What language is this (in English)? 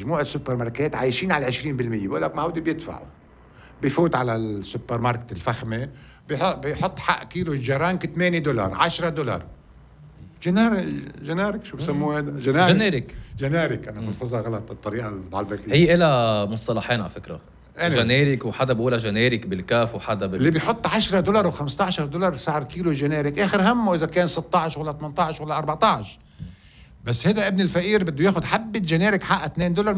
North Levantine Arabic